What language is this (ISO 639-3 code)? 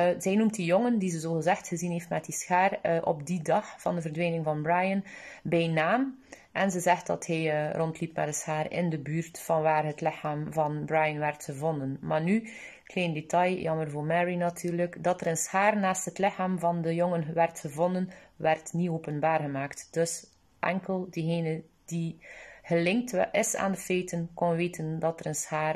nld